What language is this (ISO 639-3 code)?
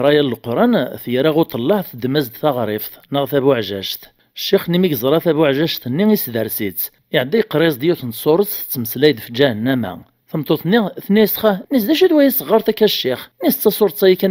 kab